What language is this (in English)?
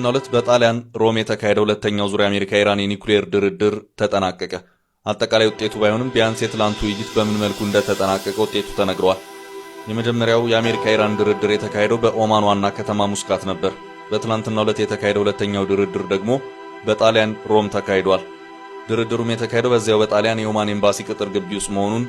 Amharic